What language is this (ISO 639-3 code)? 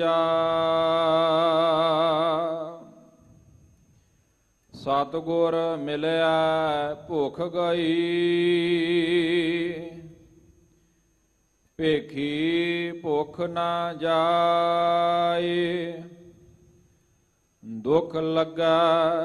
pan